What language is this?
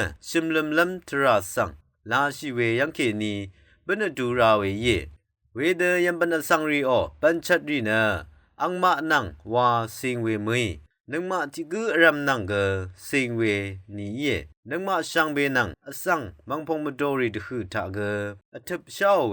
Rawang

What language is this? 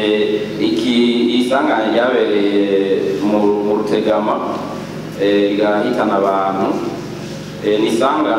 Rundi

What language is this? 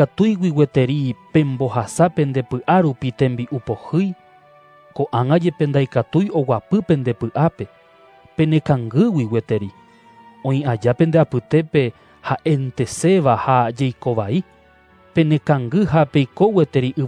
Guarani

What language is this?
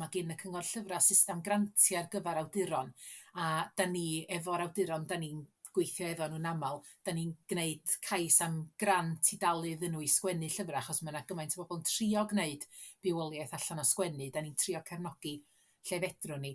Welsh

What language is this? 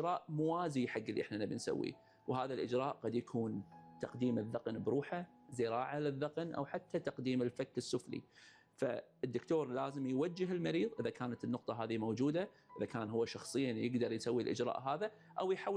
Gulf Arabic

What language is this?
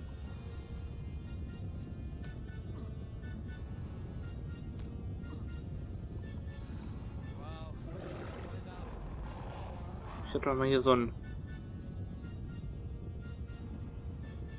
German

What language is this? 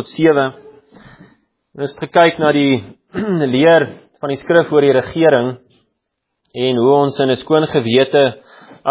Afrikaans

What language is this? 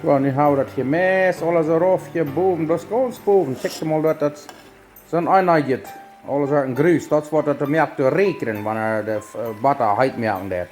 Plautdietsch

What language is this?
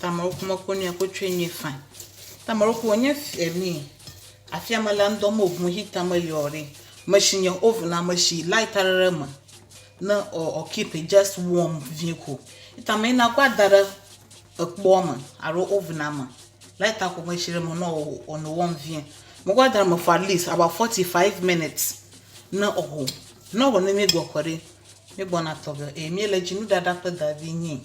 Ewe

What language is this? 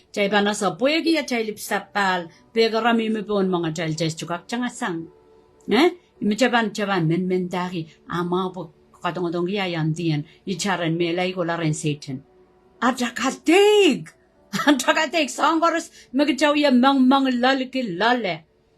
Pohnpeian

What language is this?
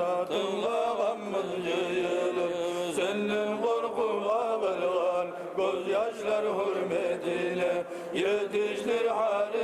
Kumyk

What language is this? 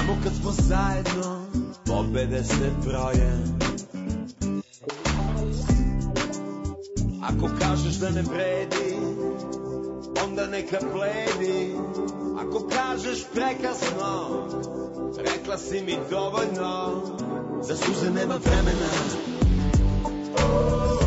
Serbian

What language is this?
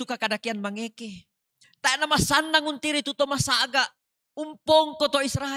Toraja-Sa'dan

